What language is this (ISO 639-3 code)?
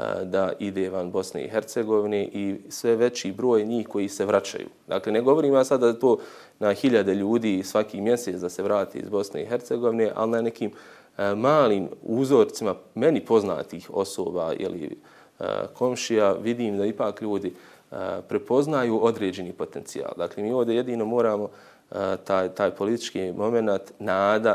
bos